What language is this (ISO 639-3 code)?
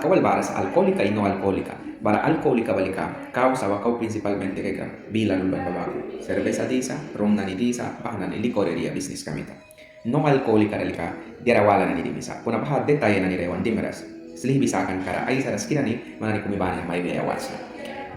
miq